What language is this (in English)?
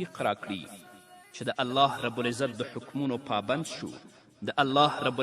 Pashto